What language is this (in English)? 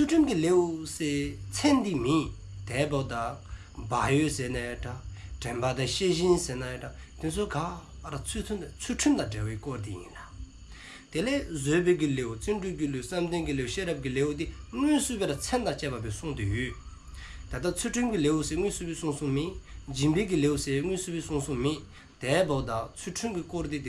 Dzongkha